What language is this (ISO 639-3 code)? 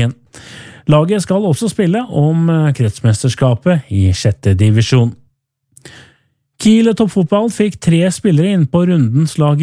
nor